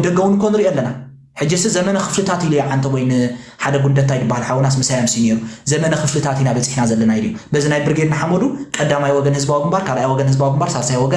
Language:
Tigrinya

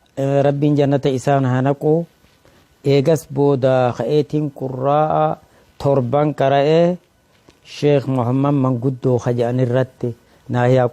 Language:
Oromo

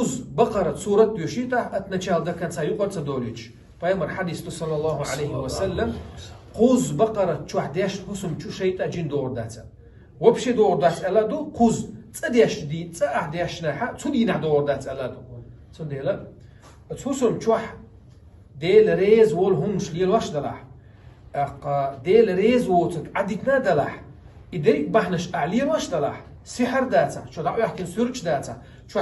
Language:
Chechen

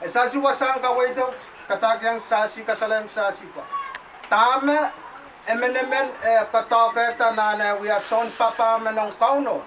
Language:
Pohnpeian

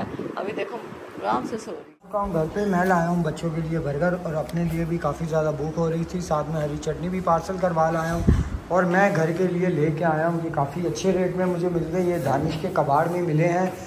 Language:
Hindi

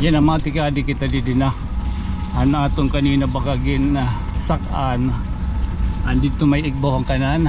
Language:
Waray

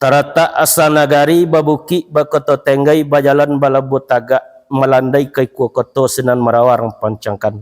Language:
Minangkabau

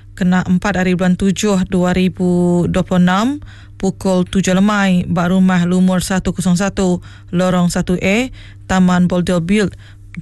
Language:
Iban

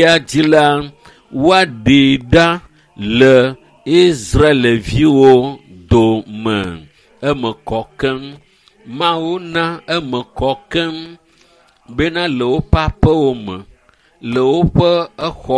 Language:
Ewe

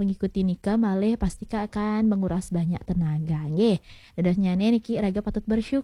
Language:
Balinese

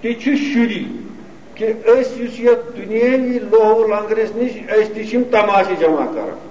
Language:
Kashmiri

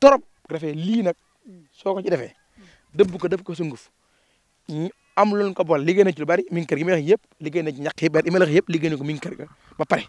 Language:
Wolof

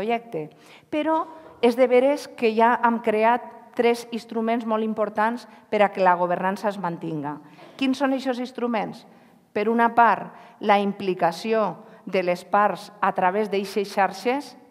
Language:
Catalan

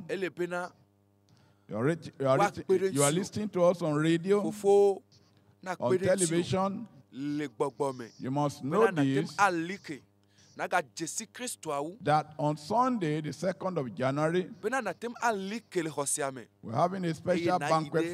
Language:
Ewe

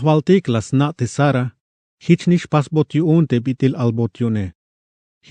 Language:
Tzeltal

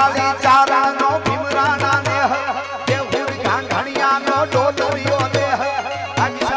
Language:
Gujarati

